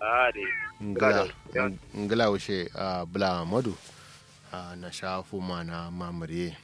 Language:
Kanuri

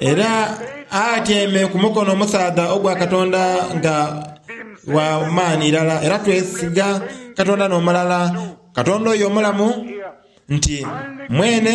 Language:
Soga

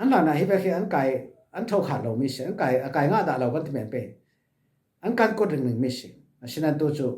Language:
Falam Chin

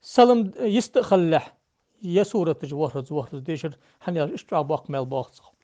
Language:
Ingush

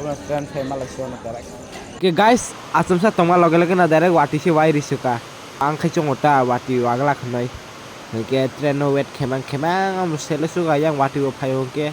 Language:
Kok Borok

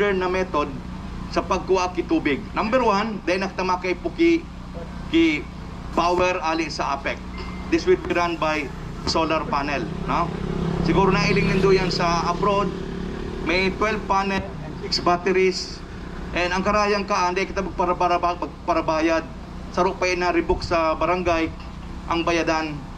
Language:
Bikol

